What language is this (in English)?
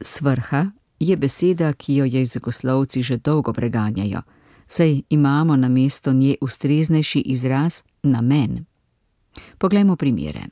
Slovenian